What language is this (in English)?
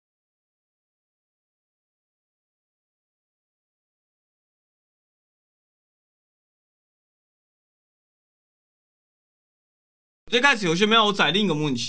Chinese